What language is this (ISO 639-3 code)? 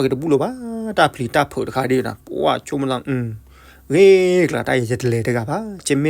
ksw